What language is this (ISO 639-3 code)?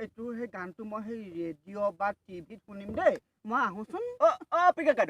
asm